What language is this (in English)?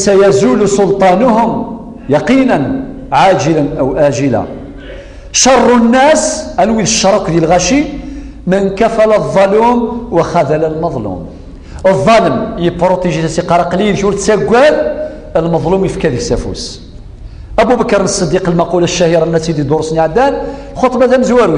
Kabyle